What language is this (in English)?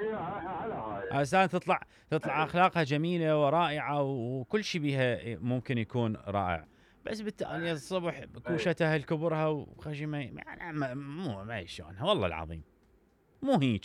Mesopotamian Arabic